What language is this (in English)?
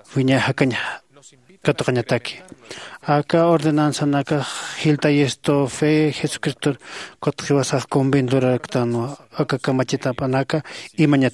Aymara